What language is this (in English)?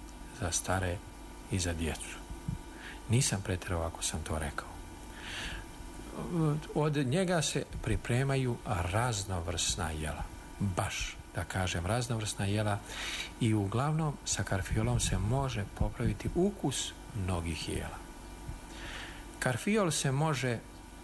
Bosnian